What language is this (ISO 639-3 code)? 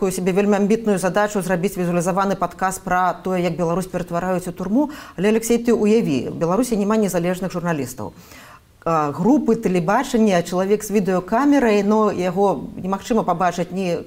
bel